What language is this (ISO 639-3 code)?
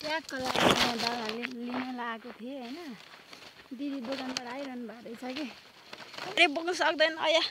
nep